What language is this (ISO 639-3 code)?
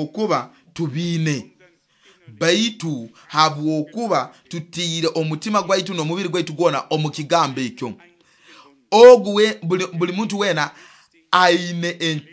nyo